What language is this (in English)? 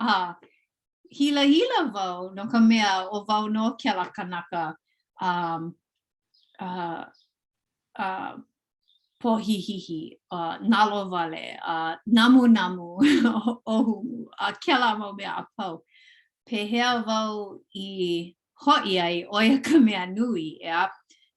Hawaiian